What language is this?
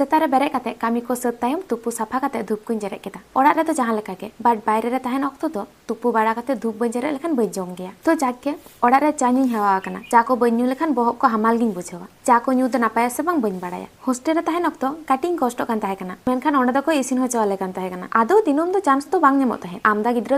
Santali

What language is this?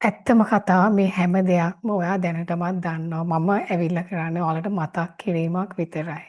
Sinhala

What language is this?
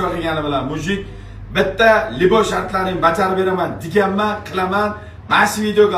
Uzbek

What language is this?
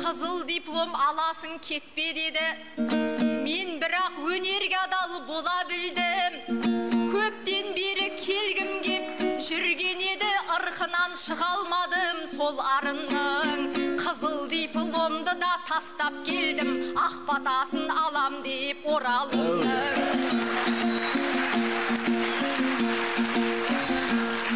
Kazakh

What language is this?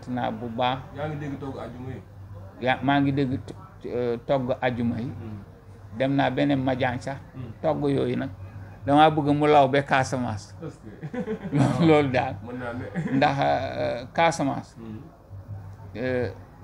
Wolof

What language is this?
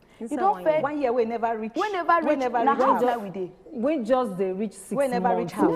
Nigerian Pidgin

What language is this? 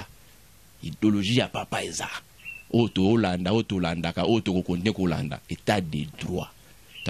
Lingala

